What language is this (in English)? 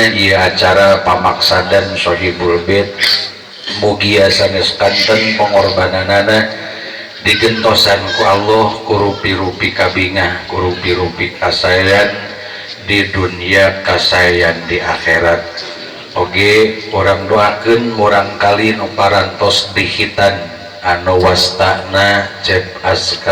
Sundanese